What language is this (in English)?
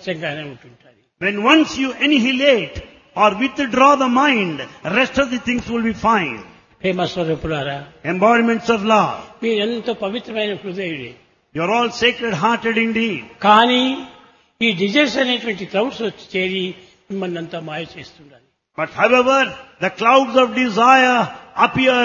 Telugu